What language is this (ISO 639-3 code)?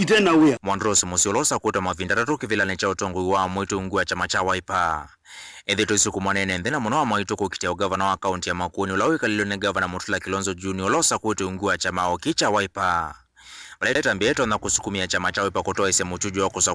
kam